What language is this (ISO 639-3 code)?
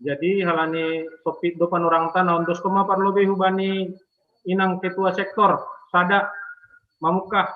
bts